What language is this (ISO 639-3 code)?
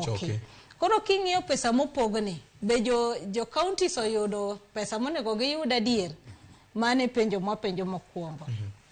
luo